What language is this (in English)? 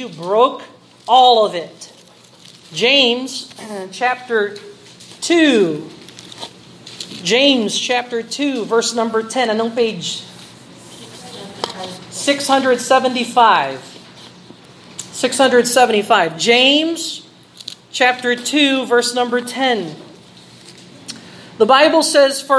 Filipino